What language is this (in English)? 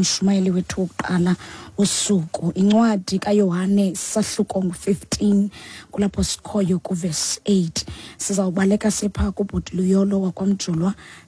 Xhosa